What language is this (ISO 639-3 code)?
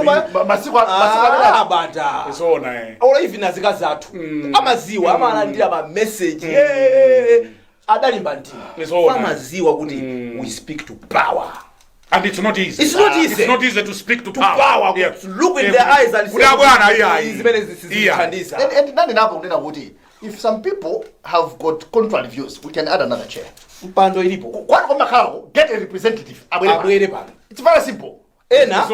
nya